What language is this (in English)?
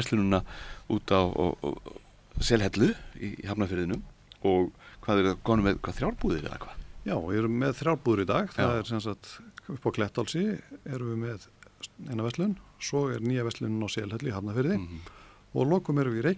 Icelandic